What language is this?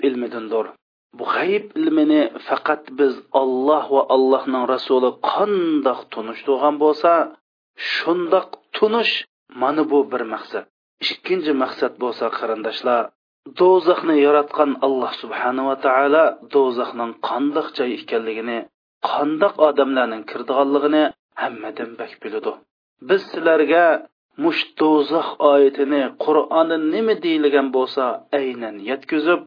Uyghur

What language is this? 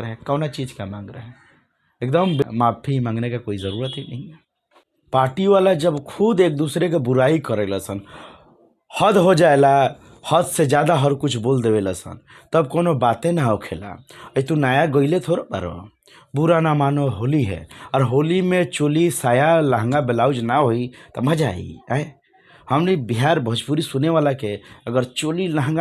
Bhojpuri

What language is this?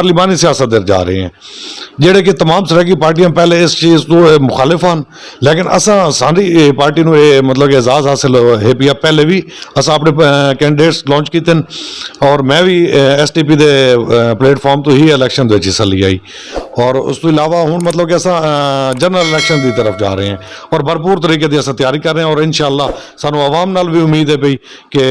Saraiki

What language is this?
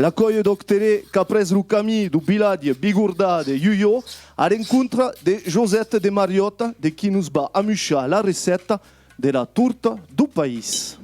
Occitan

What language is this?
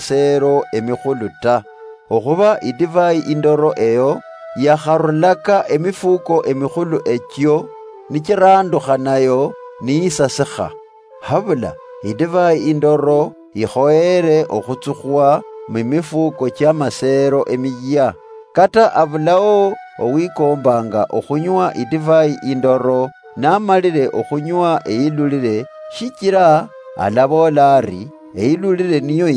Luyia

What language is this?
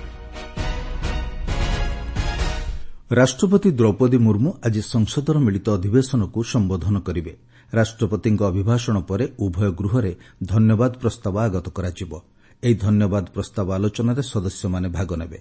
Odia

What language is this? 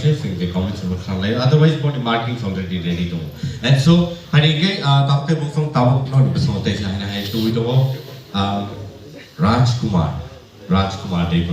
Kok Borok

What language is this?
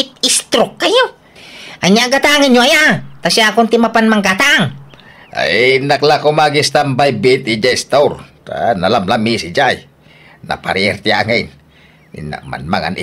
Iloko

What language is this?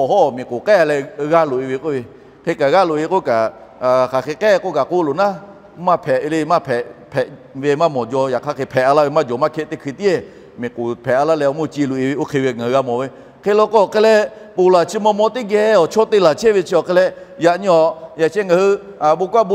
Lahu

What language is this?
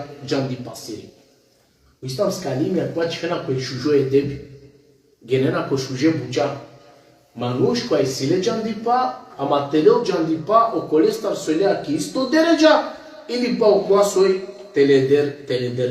Balkan Romani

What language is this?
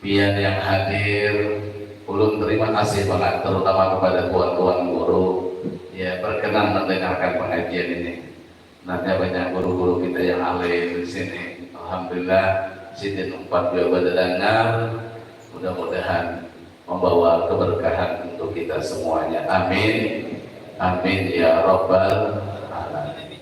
Banjar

